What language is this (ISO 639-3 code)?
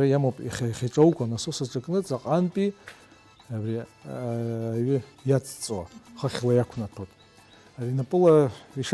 abk